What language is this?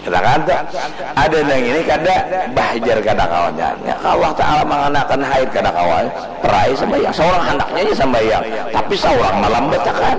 Banjar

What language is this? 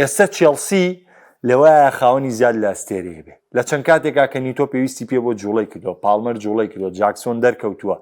Central Kurdish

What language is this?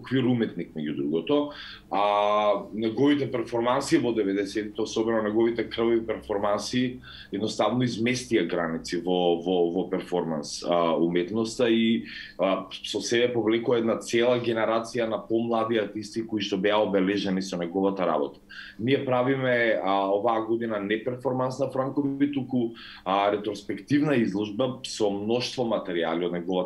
Macedonian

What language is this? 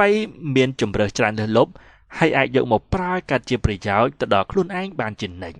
Khmer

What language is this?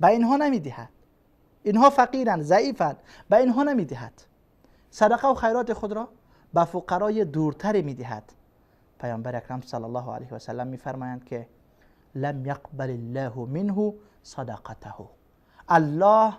Persian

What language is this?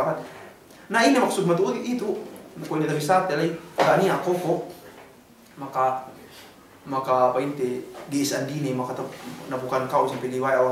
Yakan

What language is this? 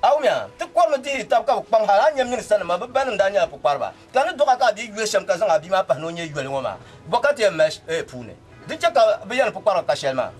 Dagbani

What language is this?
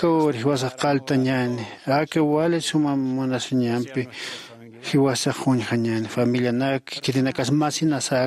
Aymara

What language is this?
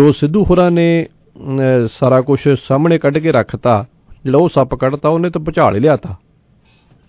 Punjabi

